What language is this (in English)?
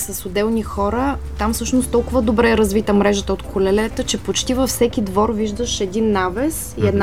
Bulgarian